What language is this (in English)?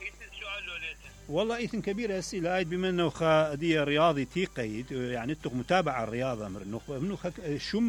Mesopotamian Arabic